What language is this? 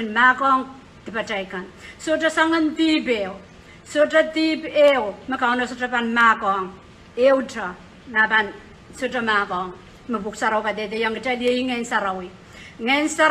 Pohnpeian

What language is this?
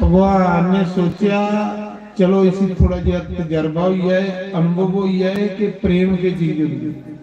Dogri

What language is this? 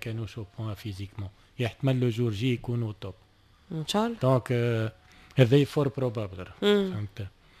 Tunisian Arabic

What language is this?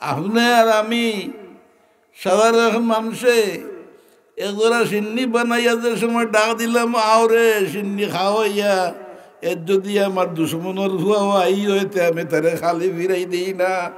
Sylheti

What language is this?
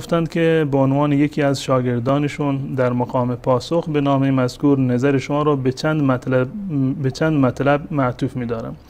Persian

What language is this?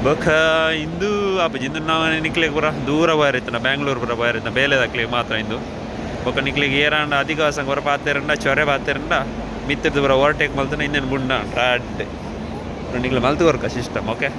Tulu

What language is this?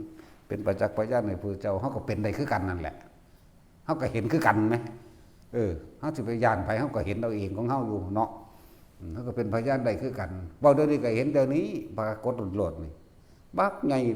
Northeastern Thai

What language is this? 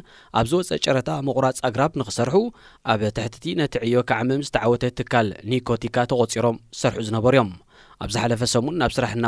Tigrinya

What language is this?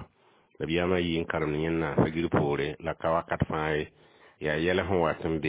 Mossi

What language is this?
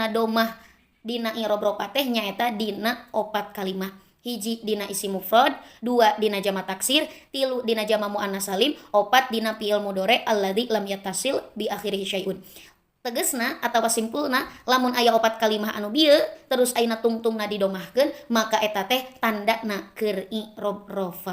Sundanese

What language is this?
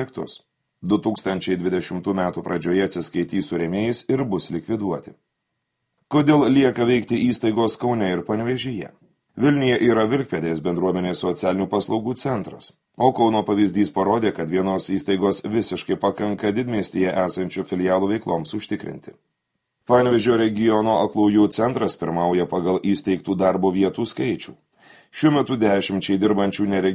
Lithuanian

